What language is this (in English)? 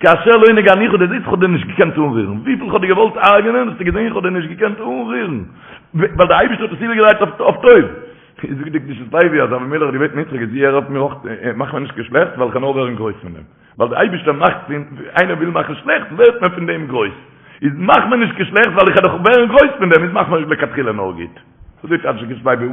Yiddish